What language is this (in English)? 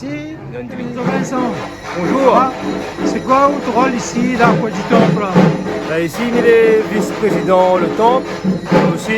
Réunion Creole French